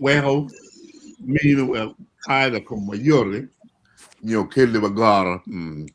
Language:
Acoli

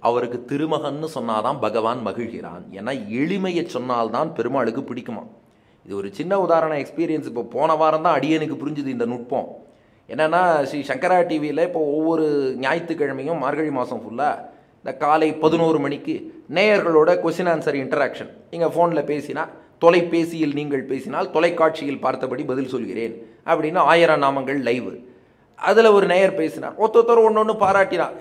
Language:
Tamil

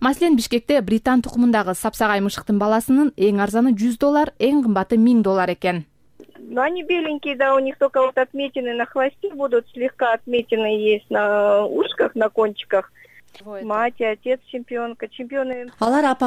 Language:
Kyrgyz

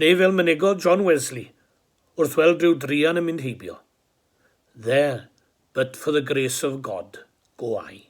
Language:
Welsh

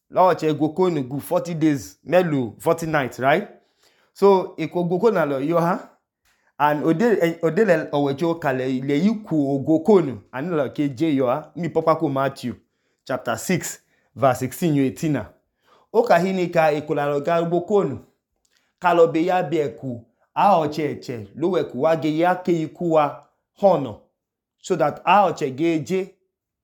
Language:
Idoma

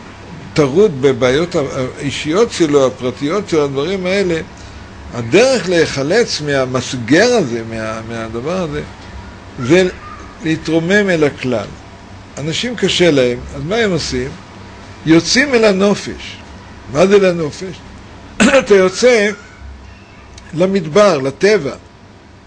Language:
Hebrew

